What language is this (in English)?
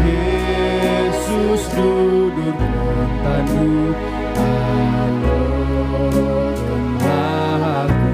Batak Karo